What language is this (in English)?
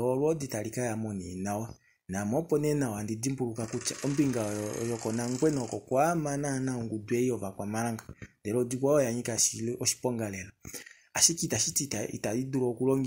Kuanyama